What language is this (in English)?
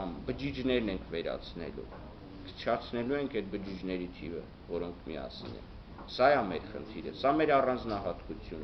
Armenian